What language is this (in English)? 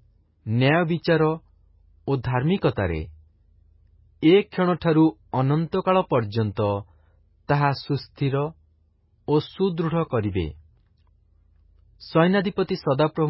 Odia